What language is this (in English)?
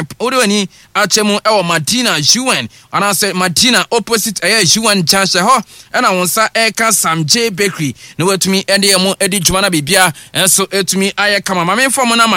Akan